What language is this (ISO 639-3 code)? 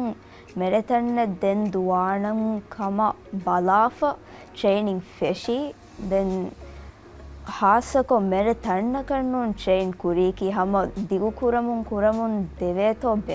div